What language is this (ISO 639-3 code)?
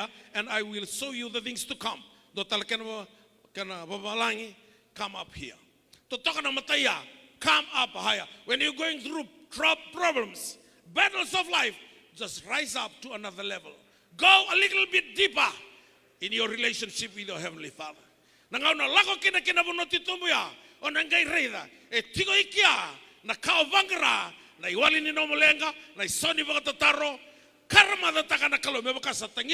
fij